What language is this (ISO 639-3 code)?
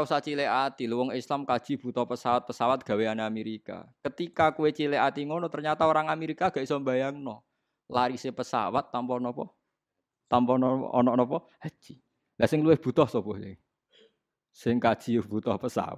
jav